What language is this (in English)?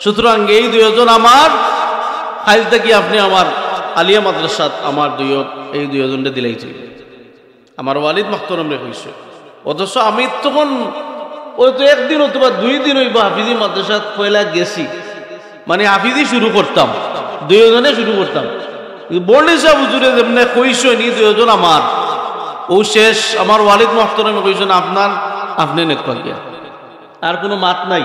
Sylheti